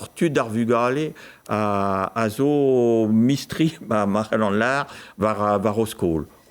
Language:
Breton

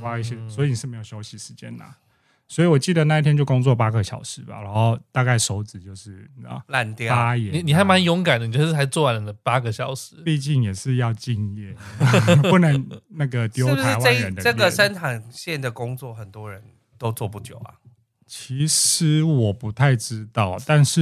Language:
Chinese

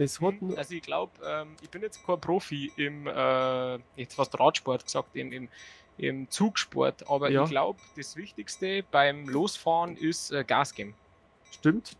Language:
Bavarian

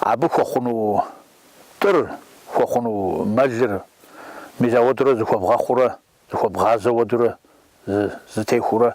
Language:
Kabardian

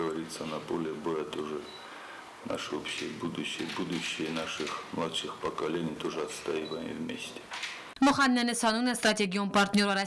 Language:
Ossetic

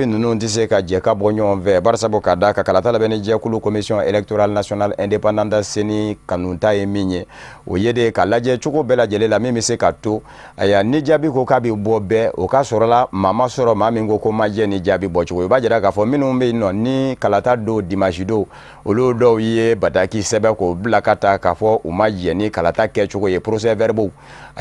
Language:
Bambara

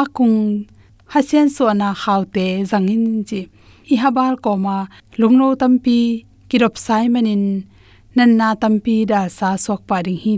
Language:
Tedim Chin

